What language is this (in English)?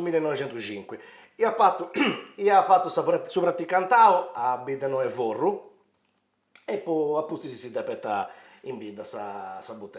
Sardinian